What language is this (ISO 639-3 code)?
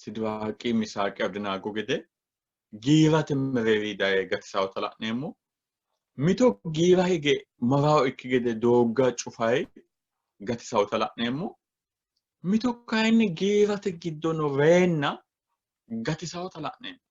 sid